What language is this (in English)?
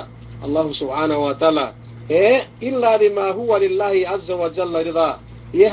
Yakan